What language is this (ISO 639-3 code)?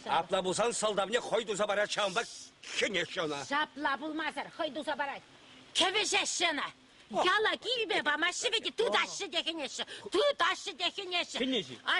chv